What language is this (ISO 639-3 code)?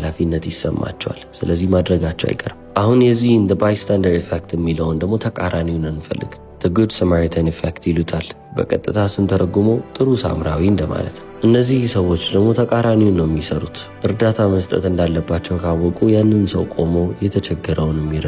amh